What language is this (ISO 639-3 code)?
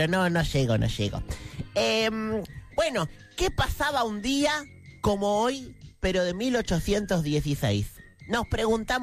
spa